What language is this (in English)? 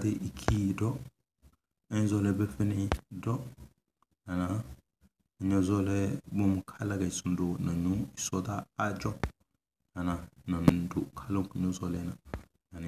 Tem